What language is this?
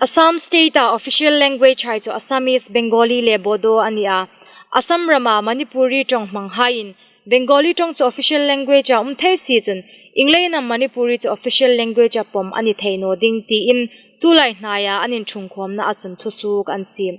Hmar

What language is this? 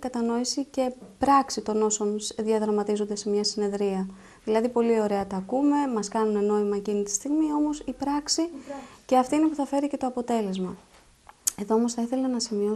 Greek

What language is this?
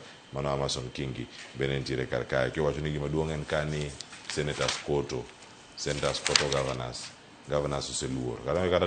Luo (Kenya and Tanzania)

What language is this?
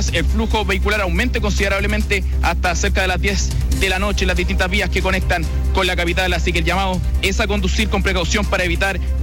Spanish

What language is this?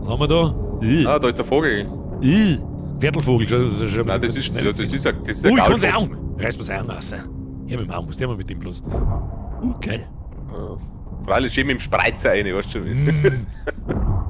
Bavarian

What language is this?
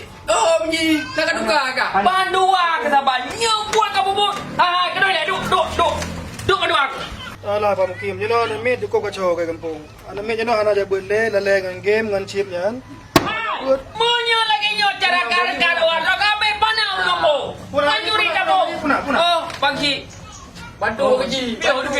Achinese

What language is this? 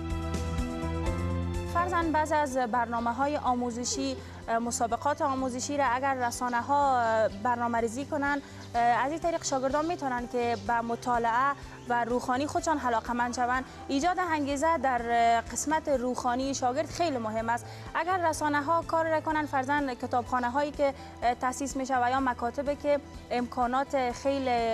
Persian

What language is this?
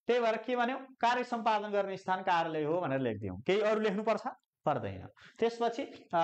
Nepali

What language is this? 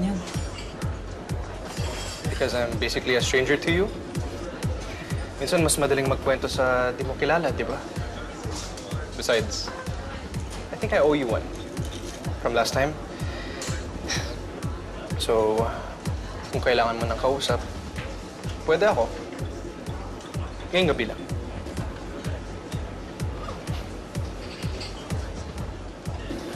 Filipino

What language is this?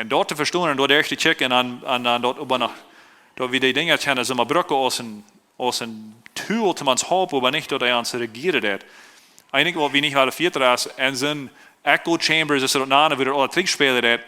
Plautdietsch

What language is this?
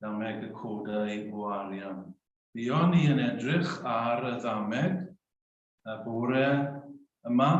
Welsh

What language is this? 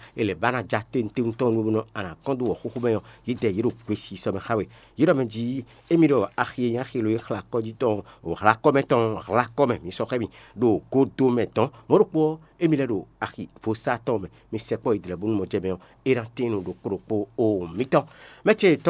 Fon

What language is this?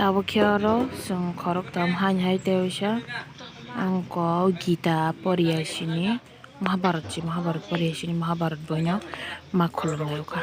Kok Borok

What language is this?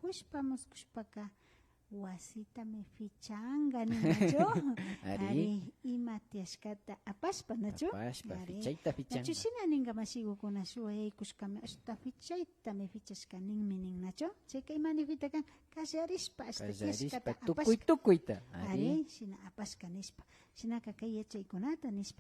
Imbabura Highland Quichua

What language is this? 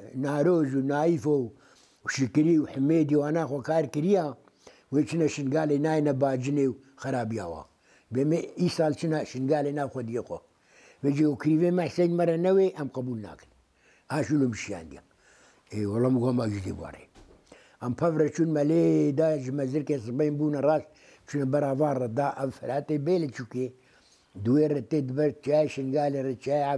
Kurdish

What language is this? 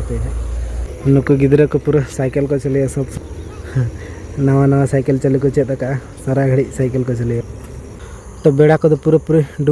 Santali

